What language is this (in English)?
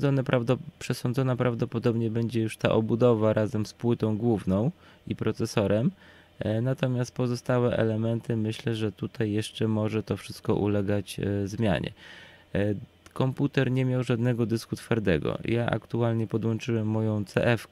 Polish